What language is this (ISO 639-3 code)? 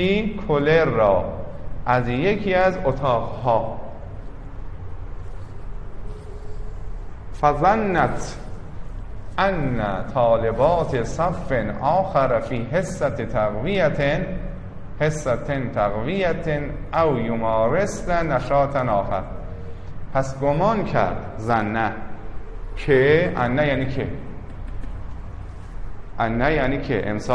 fas